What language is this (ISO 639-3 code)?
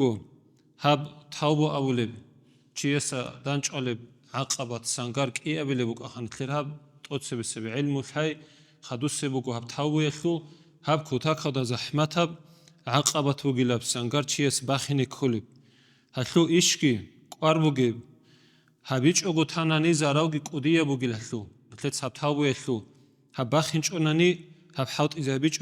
ava